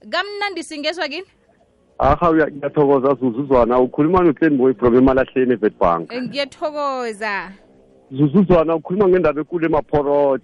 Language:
South Ndebele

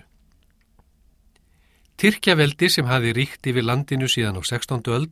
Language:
Icelandic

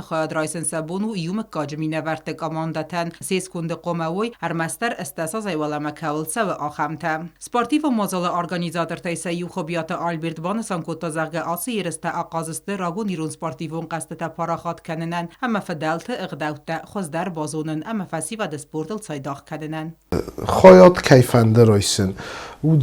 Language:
Ossetic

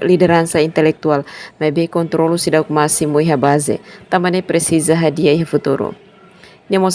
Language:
Tetum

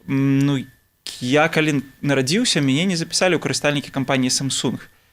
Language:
Belarusian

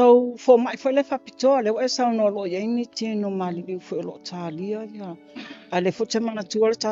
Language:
Samoan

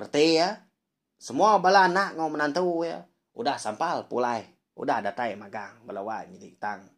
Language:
Iban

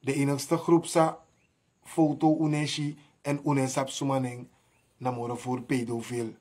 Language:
Sranan Tongo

